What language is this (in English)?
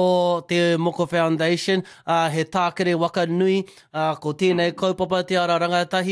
Māori